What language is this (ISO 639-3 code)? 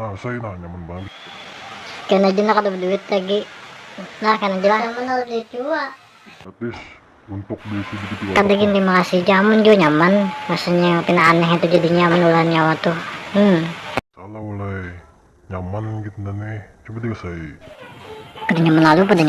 bjn